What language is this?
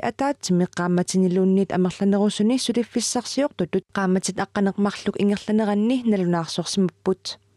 Kalaallisut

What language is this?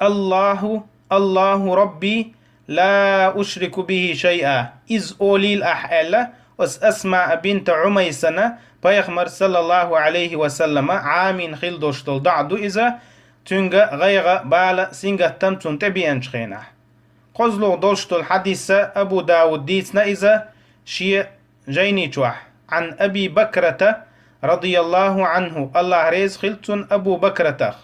Chechen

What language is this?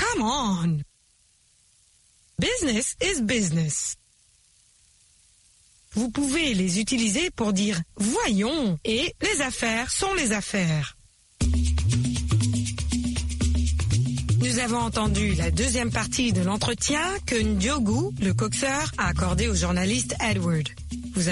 French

